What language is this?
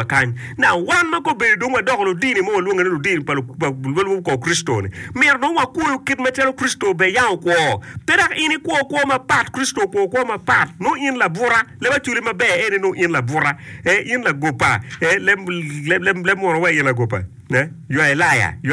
Acoli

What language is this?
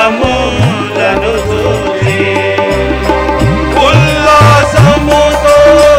Telugu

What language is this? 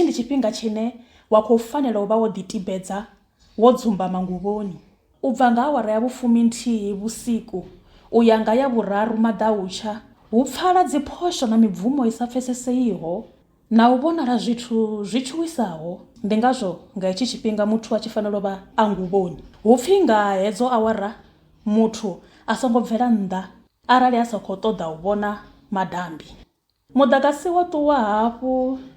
Venda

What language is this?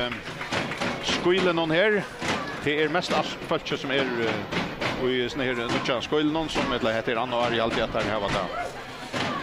Faroese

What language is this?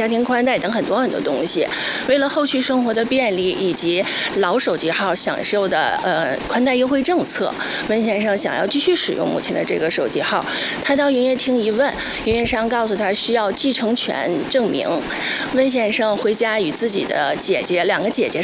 Chinese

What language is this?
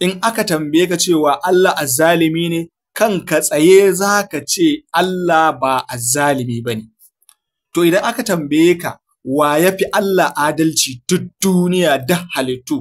Hausa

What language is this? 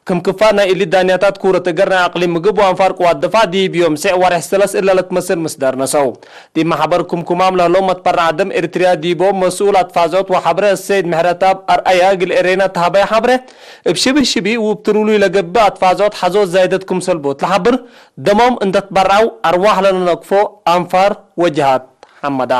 Tigre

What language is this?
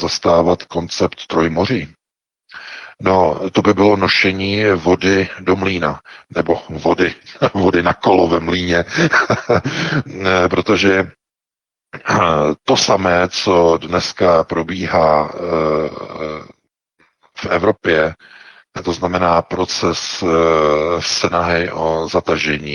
Czech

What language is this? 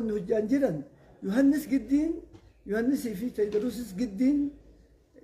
Oromo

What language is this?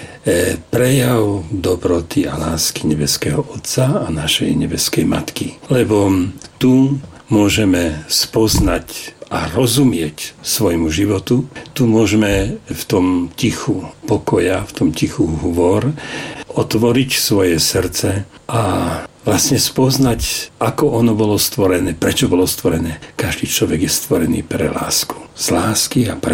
Slovak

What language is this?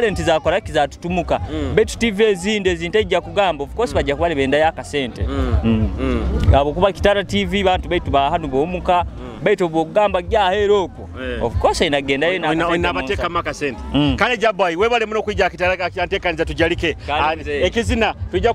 Nyoro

